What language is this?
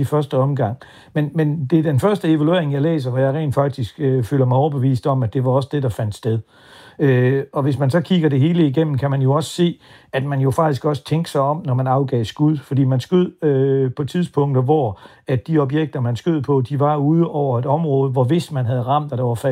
Danish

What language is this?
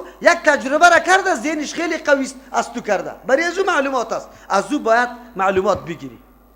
Persian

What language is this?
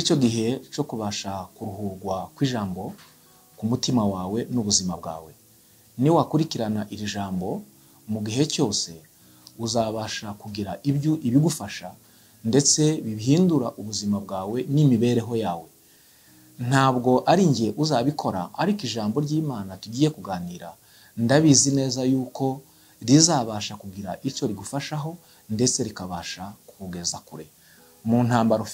Kinyarwanda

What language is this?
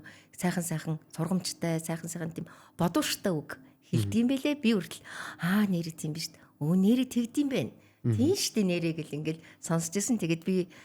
Mongolian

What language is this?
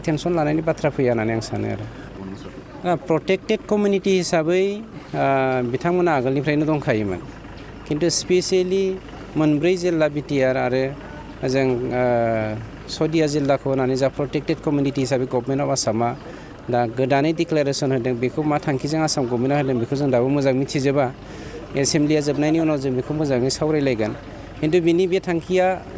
Bodo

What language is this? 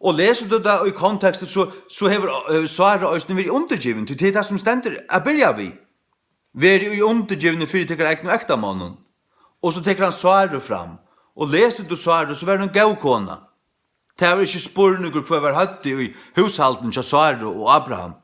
Faroese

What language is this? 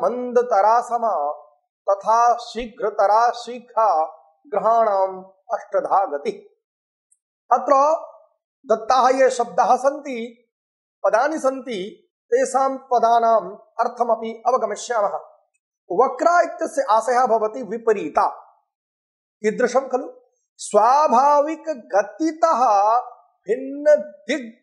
Sanskrit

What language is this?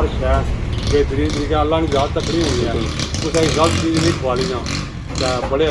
Pahari-Potwari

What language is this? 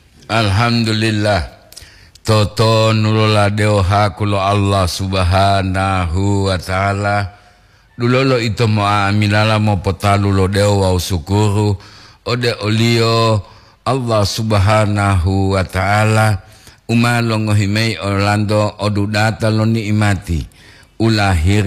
Gorontalo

